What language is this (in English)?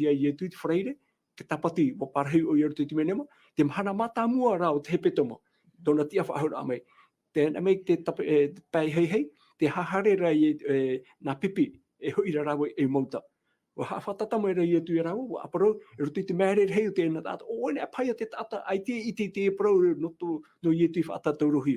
Tahitian